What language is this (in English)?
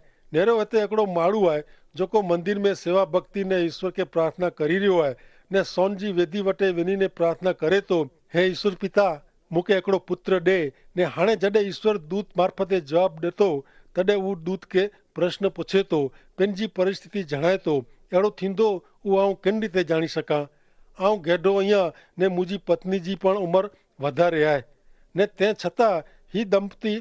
Kachhi